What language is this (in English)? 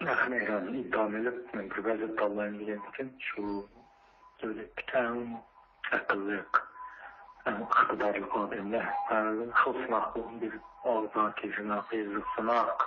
Uyghur